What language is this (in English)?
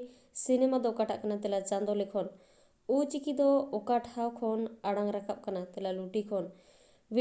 Santali